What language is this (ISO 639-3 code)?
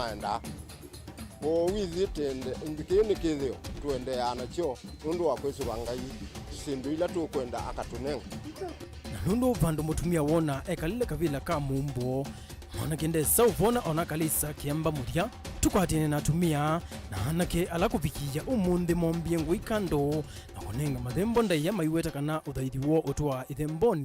kam